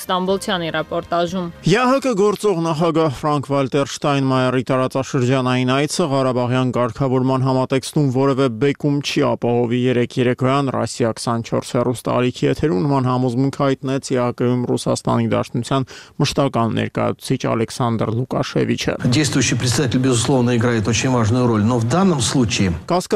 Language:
Armenian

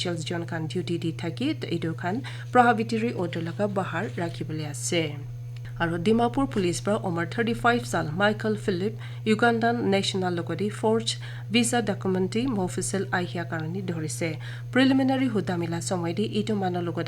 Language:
Naga Pidgin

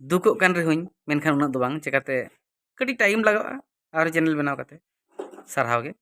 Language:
Santali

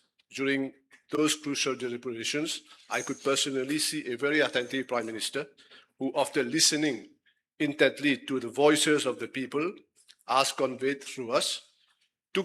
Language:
Morisyen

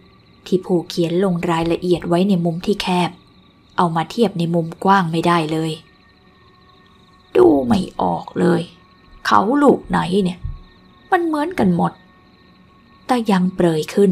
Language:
Thai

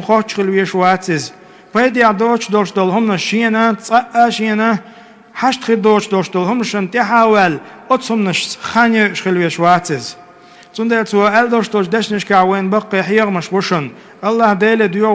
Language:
Chechen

